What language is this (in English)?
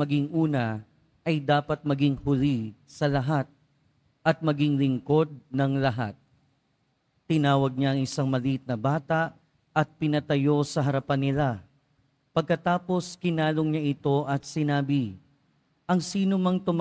Filipino